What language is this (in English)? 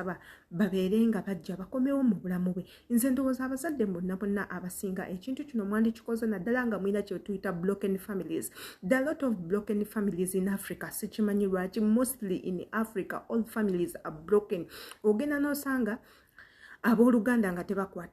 Ganda